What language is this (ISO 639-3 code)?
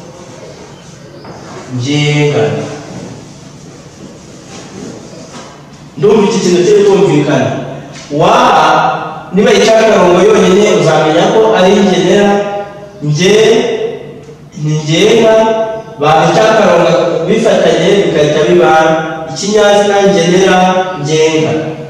kin